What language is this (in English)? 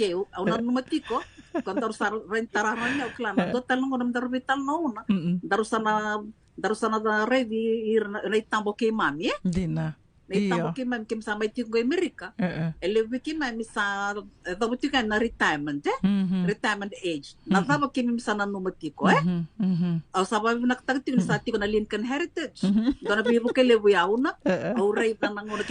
Fijian